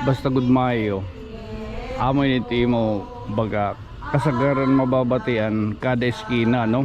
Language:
Waray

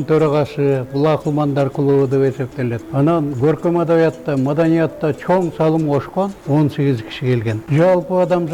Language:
Kyrgyz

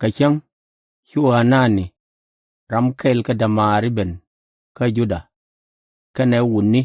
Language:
Nuer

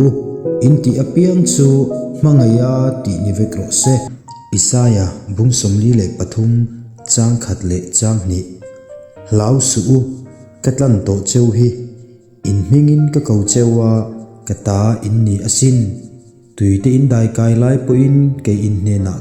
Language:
Mizo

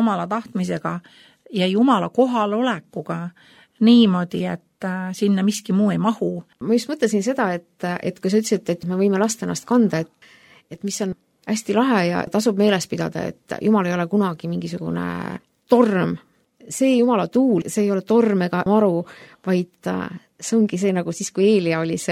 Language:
Estonian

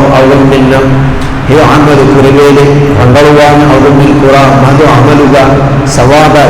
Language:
Divehi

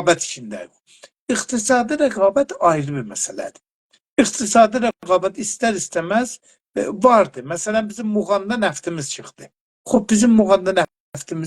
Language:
South Azerbaijani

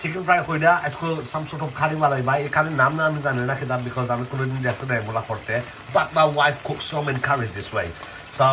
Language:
Sylheti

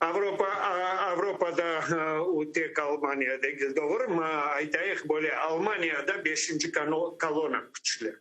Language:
Crimean Tatar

